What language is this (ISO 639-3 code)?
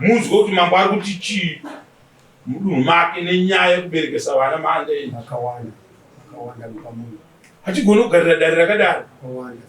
sna